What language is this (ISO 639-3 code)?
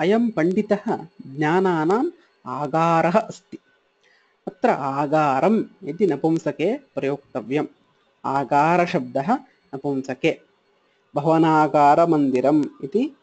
san